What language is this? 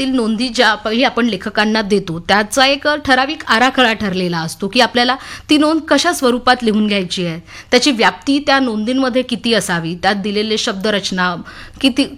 Marathi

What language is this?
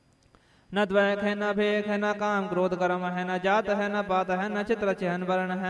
Punjabi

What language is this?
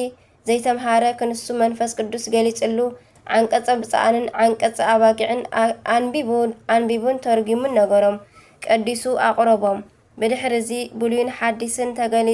Tigrinya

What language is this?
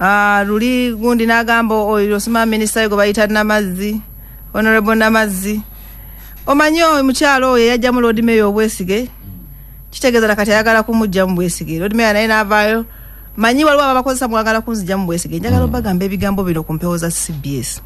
Ganda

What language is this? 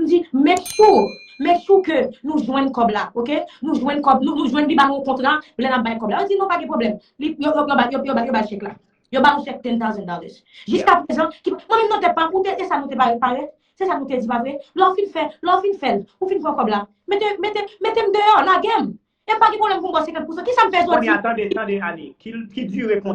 Haitian Creole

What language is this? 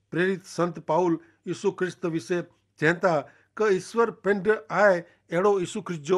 Kachhi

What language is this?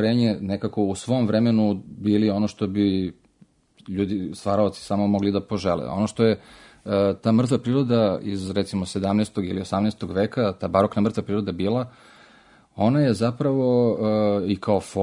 Serbian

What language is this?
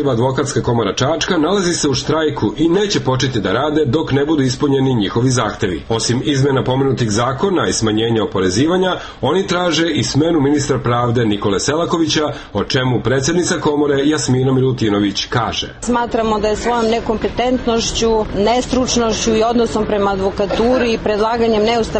Serbian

